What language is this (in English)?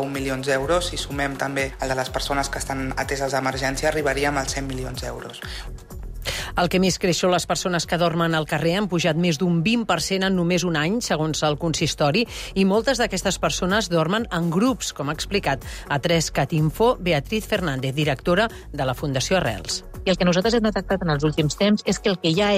Catalan